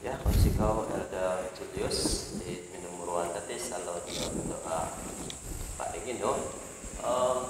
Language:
Central Dusun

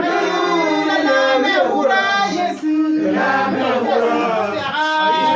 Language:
Acoli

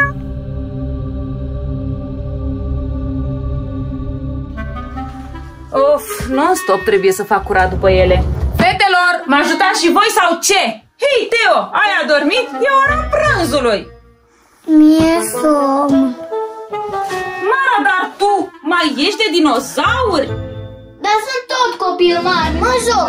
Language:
Romanian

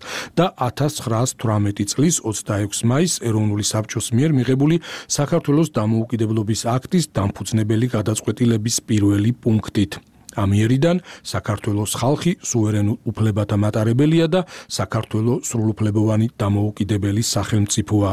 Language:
Georgian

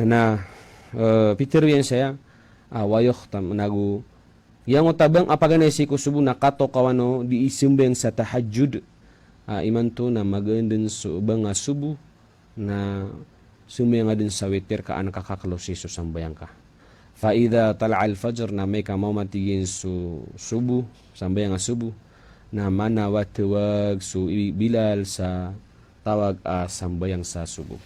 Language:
Maranao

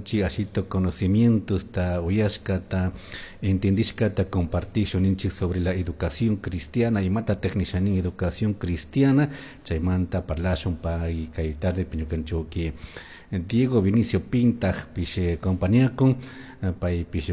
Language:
Chimborazo Highland Quichua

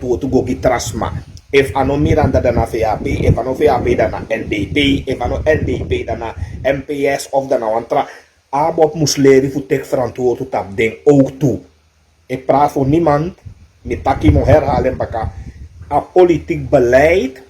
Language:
Sranan Tongo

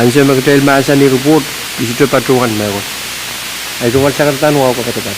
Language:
Pohnpeian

